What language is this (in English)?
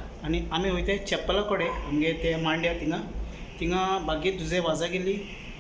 Konkani